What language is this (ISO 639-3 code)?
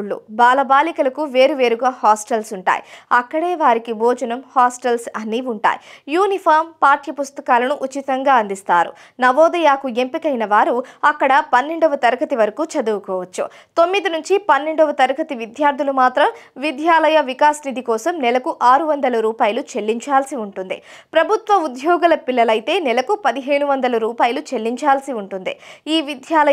tel